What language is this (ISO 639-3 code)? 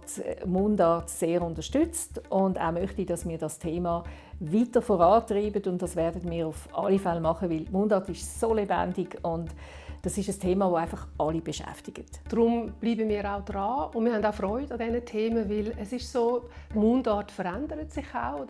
gsw